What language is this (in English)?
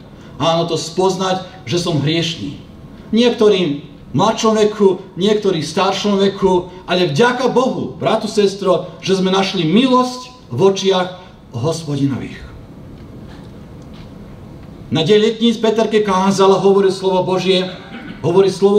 Slovak